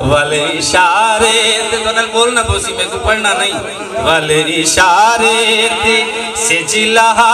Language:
Saraiki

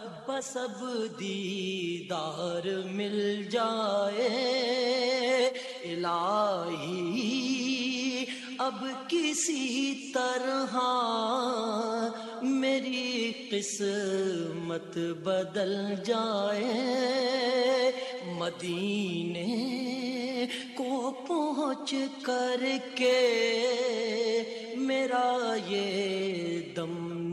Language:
Urdu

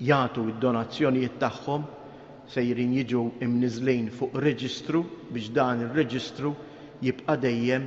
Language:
Maltese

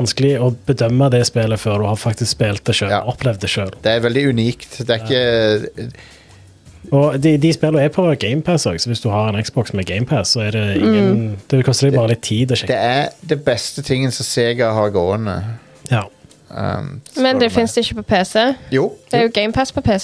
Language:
Norwegian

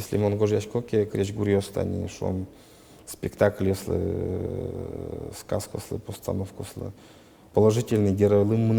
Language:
Udmurt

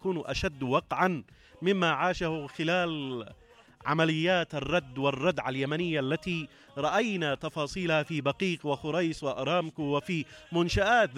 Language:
Arabic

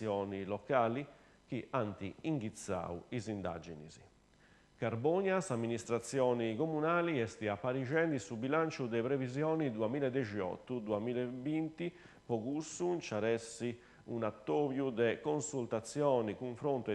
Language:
Sardinian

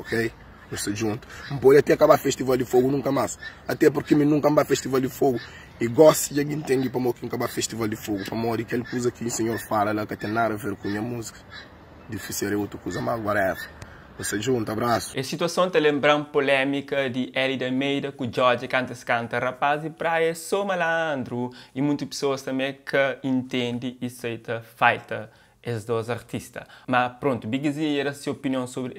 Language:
Kabuverdianu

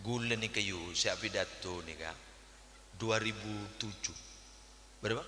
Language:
Madurese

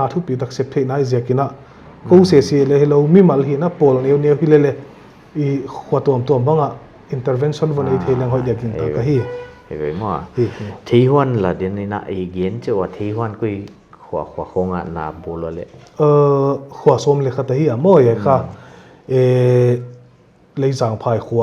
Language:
Paite Chin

